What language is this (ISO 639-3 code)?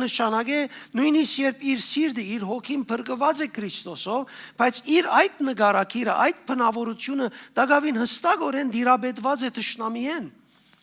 hyw